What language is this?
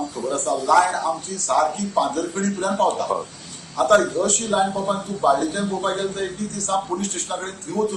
Konkani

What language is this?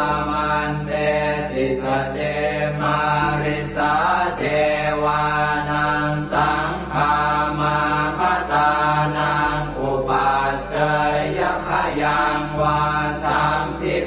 Pali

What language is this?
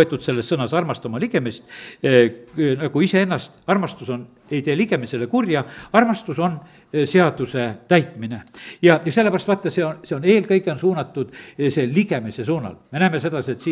Estonian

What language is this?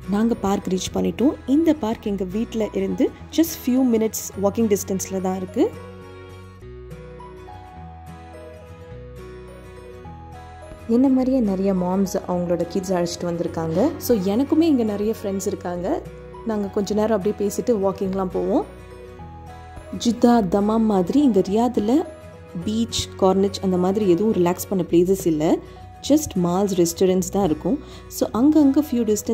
Tamil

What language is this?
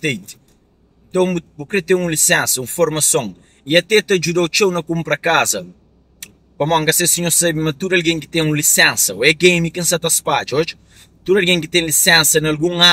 Kabuverdianu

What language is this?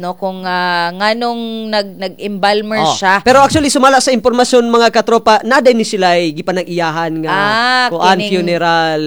Cebuano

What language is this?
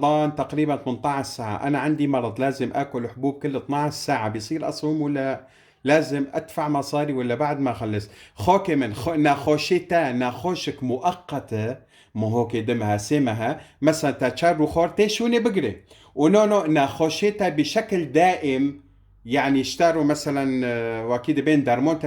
Kurdish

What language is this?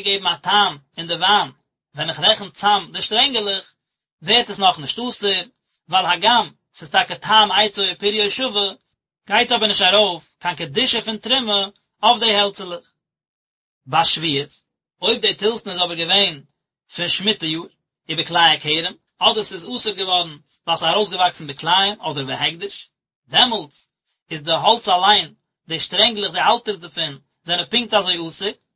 Yiddish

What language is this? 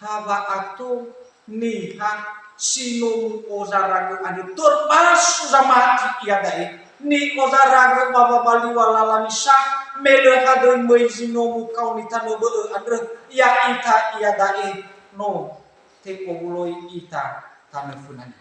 Nias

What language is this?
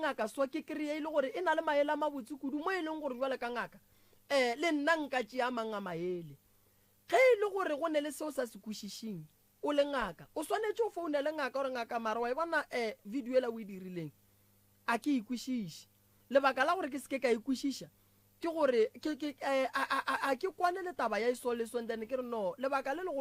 Northern Sotho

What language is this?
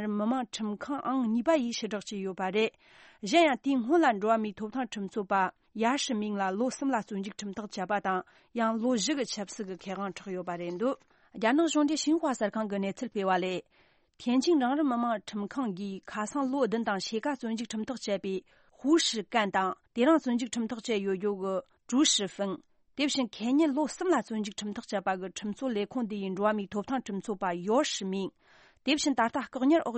Tibetan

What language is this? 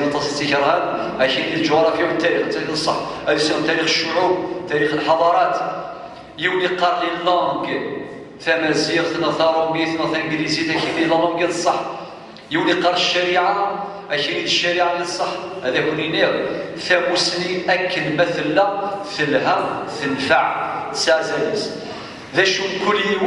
Kabyle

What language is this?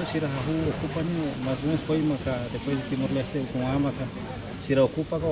Tetum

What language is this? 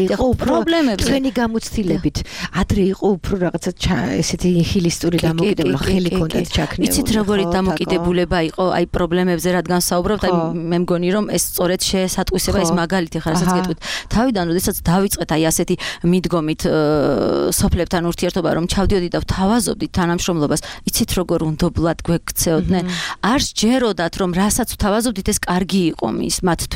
Georgian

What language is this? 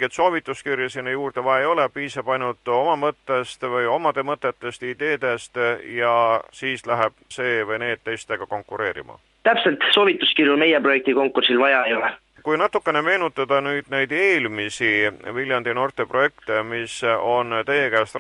Estonian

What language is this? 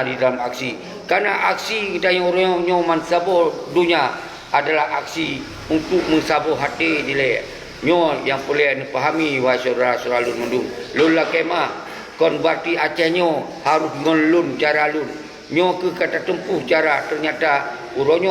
Achinese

